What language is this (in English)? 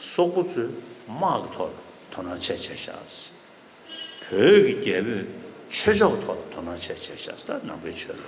Tibetan